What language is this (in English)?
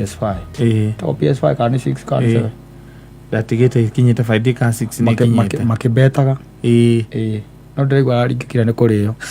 Kikuyu